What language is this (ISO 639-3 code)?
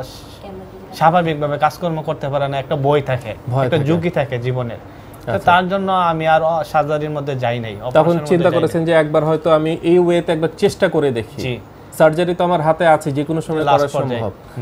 ben